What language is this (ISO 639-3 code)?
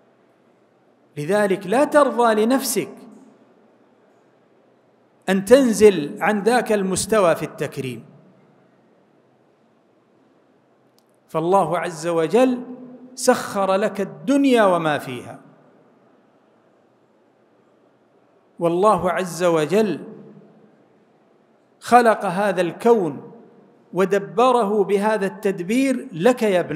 ara